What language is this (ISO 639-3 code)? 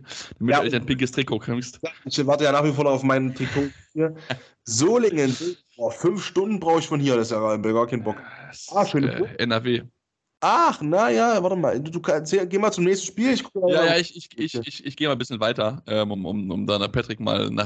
deu